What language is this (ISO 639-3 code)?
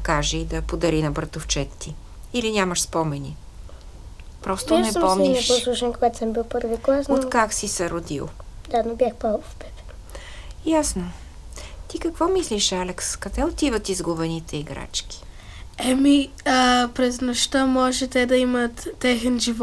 bul